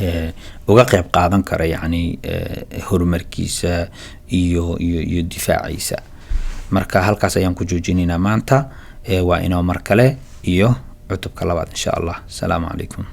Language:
Somali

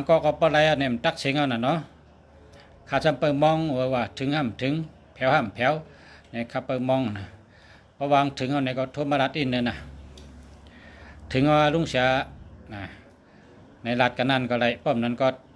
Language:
Shan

